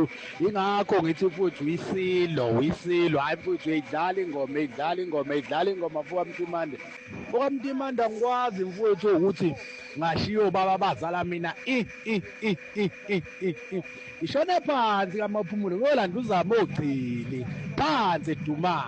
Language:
Zulu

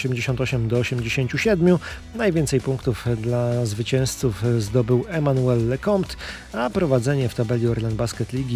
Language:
Polish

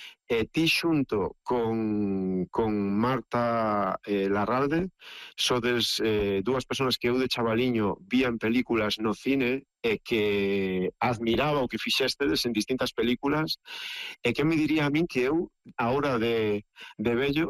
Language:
Galician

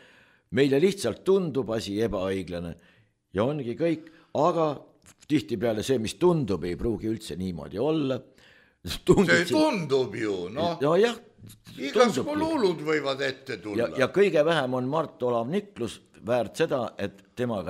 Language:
Estonian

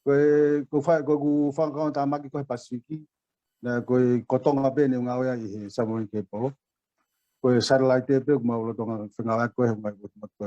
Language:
Tongan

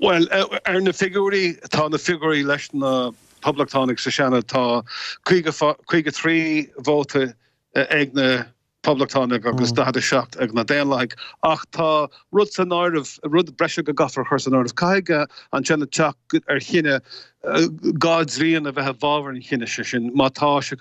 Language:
Irish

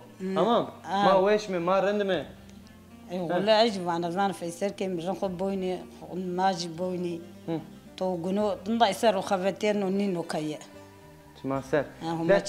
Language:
Zaza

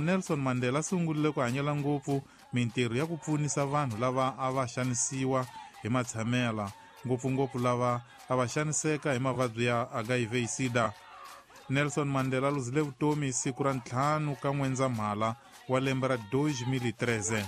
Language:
Tsonga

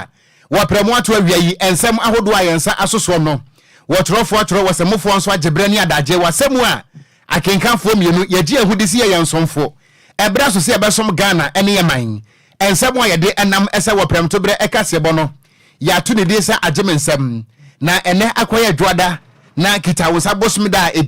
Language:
Akan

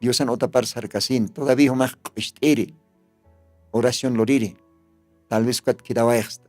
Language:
Aymara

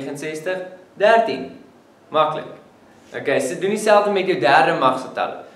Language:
Afrikaans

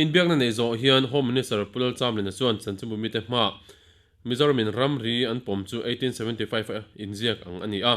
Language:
Mizo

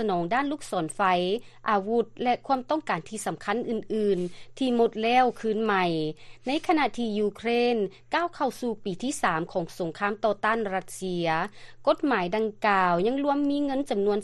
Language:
Lao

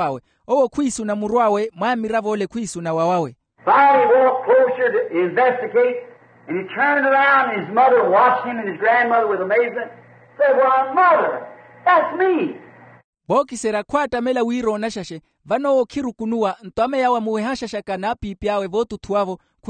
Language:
Makhuwa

